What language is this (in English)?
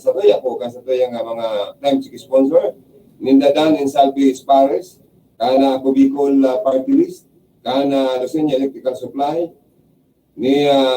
Bikol